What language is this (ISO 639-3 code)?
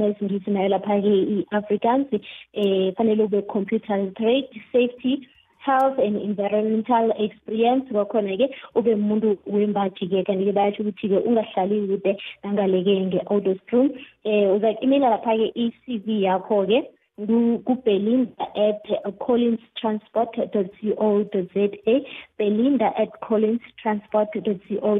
nbl